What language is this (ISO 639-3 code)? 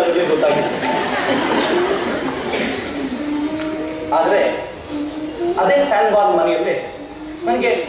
kan